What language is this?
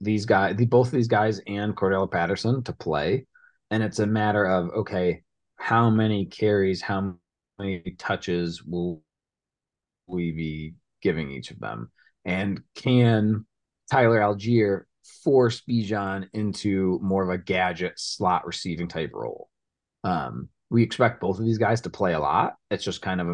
English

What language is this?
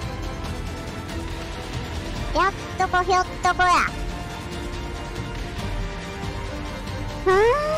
Japanese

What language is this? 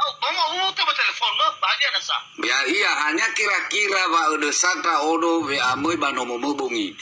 Nias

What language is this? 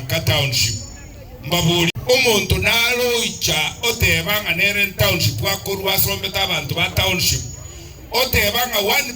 Gusii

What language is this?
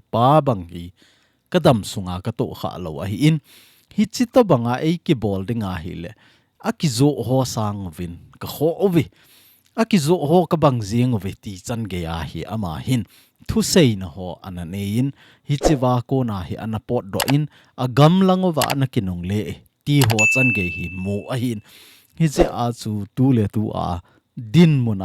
Thado Chin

